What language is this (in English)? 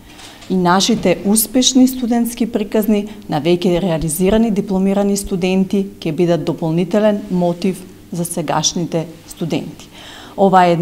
Macedonian